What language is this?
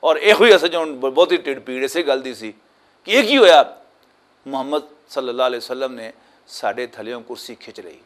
Western Panjabi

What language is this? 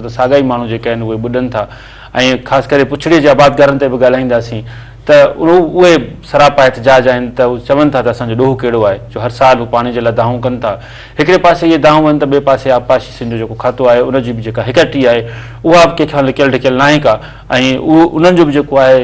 Sindhi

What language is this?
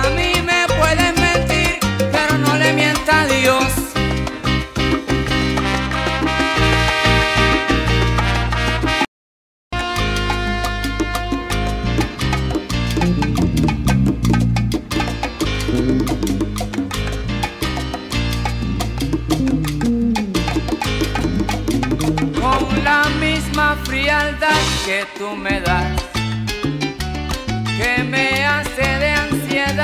Spanish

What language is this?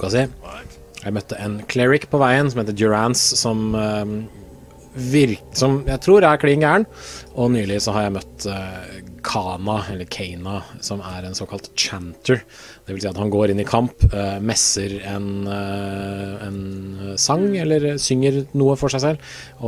Norwegian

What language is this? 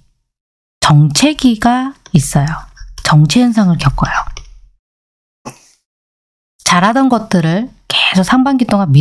Korean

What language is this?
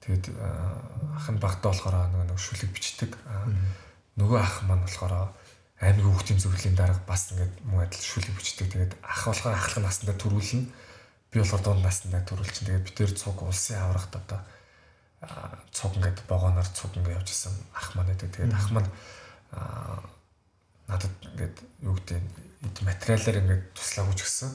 Mongolian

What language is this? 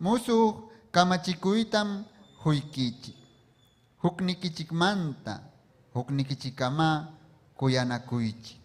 Ayacucho Quechua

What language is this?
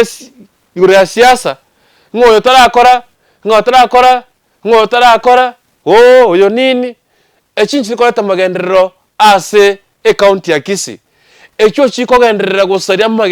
Gusii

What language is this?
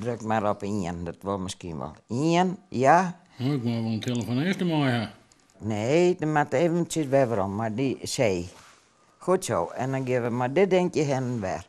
Western Frisian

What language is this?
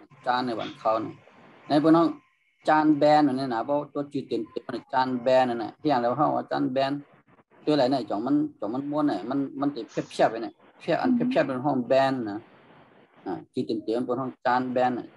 Shan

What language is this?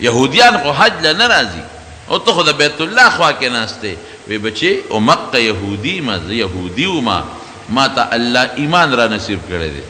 Pashto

